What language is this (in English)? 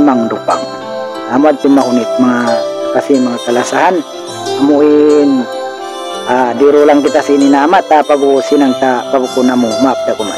Tausug